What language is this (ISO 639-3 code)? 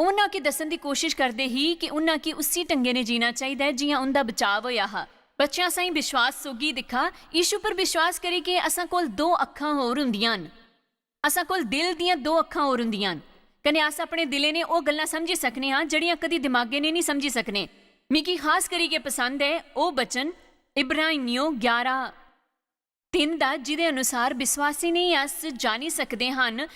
doi